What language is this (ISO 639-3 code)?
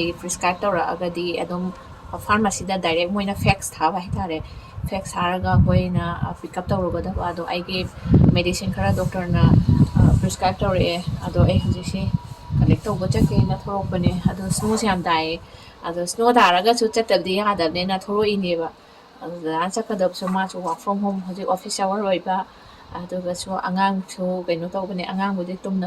mni